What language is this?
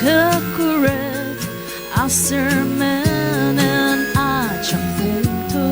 Ao Naga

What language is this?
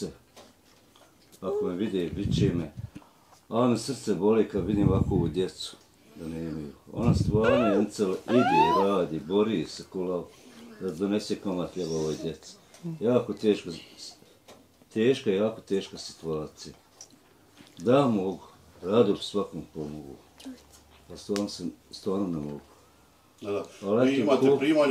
Bosnian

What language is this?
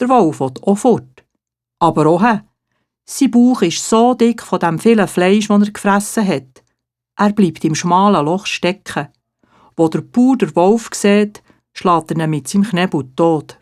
Swiss German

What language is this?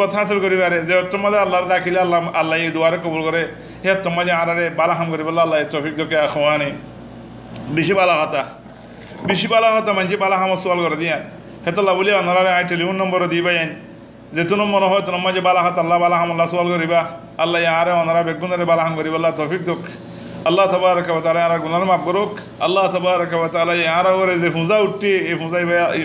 Rohingya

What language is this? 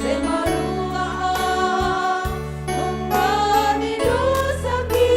Batak Simalungun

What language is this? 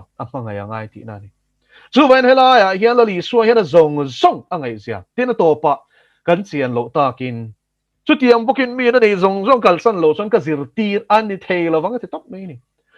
Mizo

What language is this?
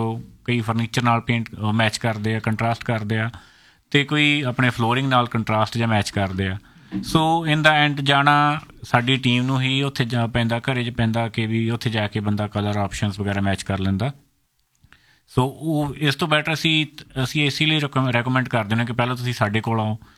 Punjabi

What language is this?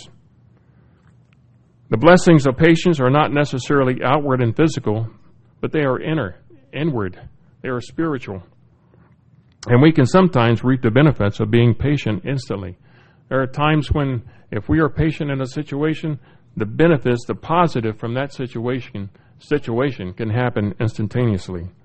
English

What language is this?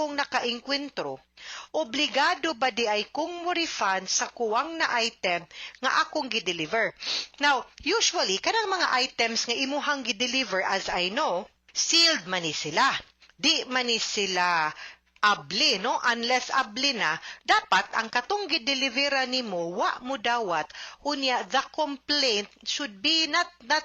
Cebuano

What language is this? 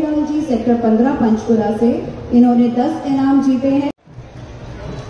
Hindi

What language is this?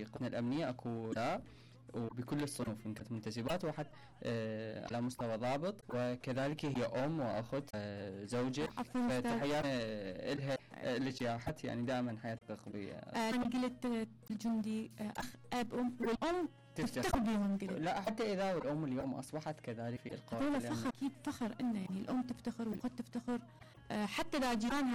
Mesopotamian Arabic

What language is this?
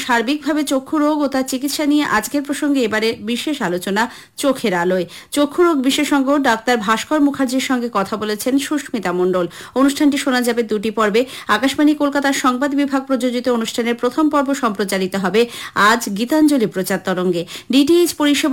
Bangla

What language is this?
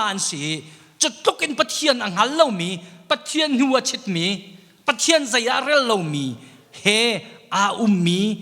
Hakha Chin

